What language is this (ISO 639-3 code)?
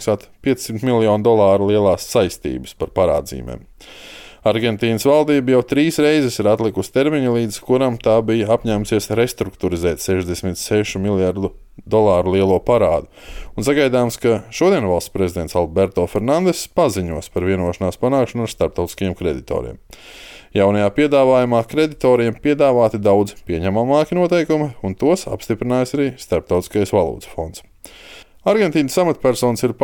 lav